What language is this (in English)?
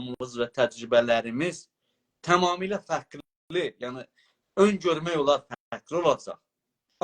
South Azerbaijani